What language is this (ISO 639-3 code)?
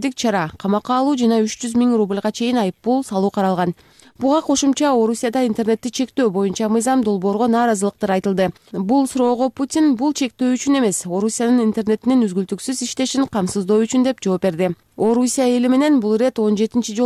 kir